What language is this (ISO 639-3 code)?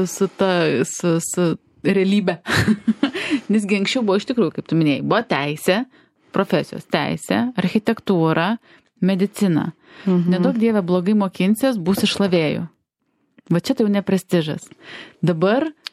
lit